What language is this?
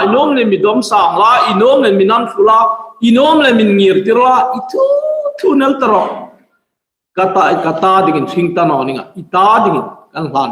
Hmar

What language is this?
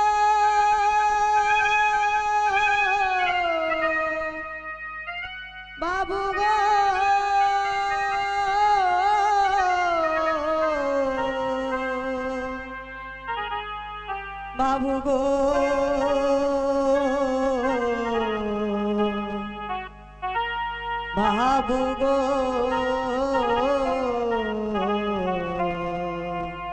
Bangla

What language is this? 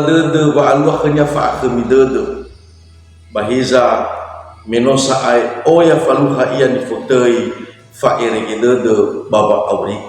Nias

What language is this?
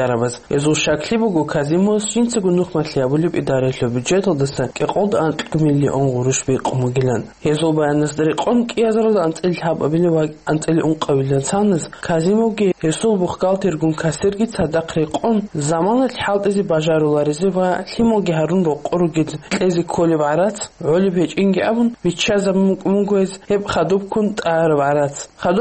Avaric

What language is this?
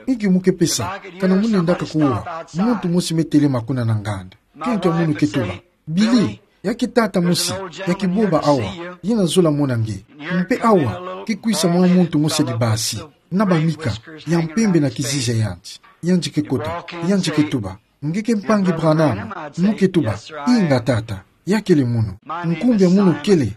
Kituba (Democratic Republic of Congo)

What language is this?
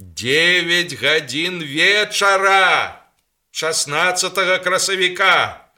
Belarusian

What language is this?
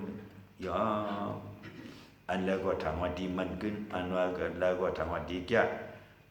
Shan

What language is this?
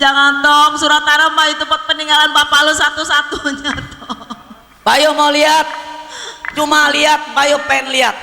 Betawi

